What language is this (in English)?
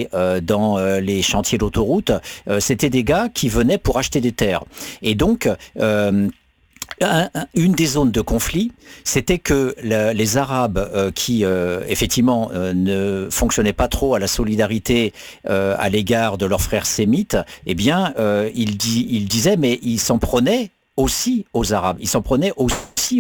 French